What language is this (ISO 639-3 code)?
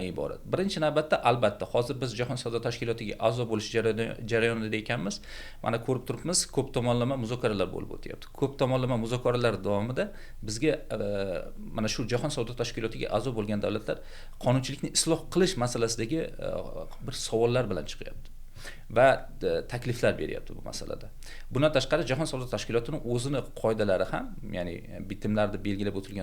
uzb